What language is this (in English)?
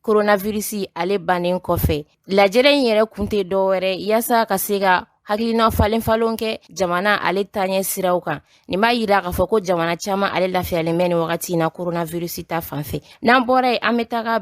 Bambara